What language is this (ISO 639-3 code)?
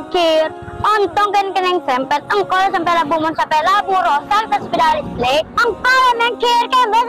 mad